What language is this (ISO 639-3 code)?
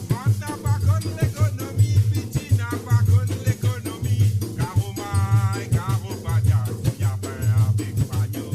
mfe